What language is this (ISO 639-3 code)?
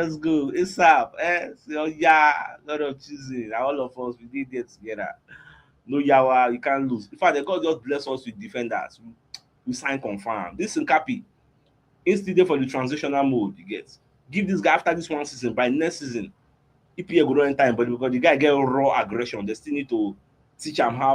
pcm